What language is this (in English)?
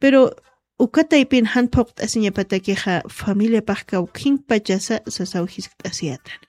Aymara